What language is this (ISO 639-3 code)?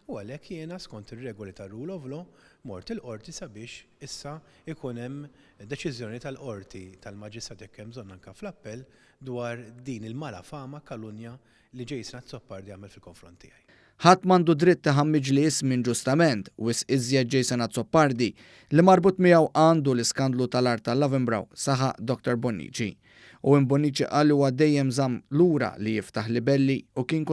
mlt